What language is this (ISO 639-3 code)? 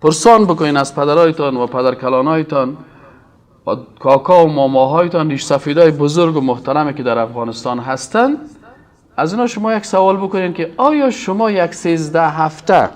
fas